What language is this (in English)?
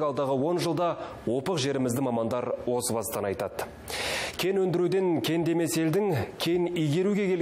Kazakh